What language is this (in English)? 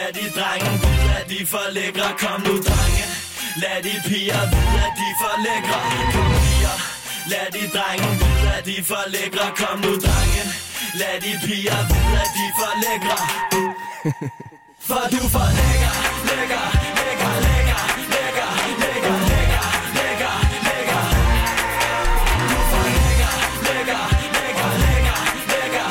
Danish